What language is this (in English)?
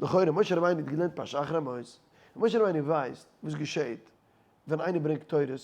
Yiddish